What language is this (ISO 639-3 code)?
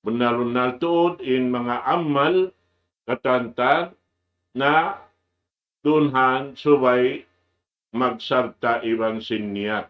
tsg